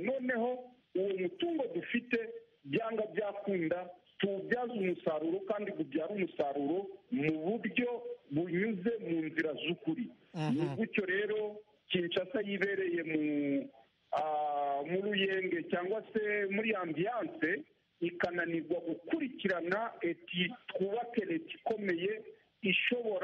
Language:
Kinyarwanda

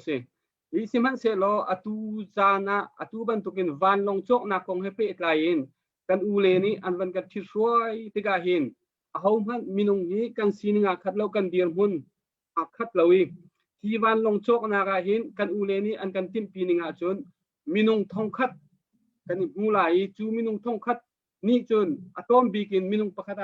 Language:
Hakha Chin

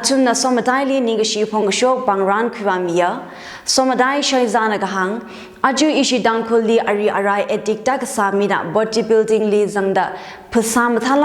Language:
Tangkhul Naga (India)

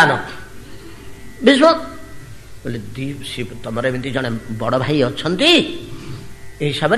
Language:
Odia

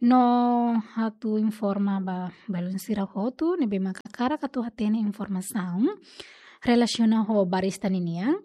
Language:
Tetum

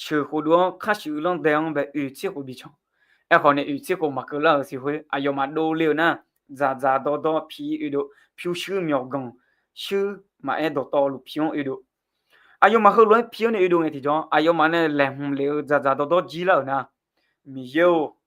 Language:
Akha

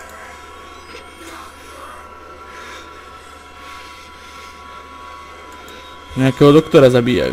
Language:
Slovak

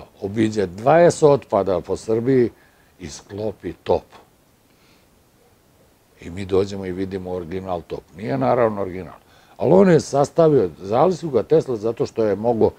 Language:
Serbian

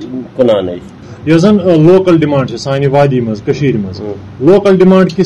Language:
Kashmiri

